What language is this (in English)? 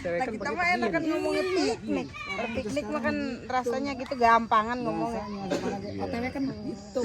Betawi